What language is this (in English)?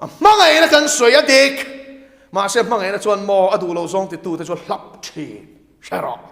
Mizo